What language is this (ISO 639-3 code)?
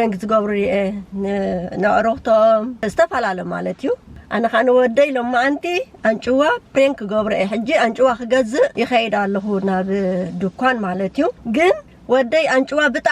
tir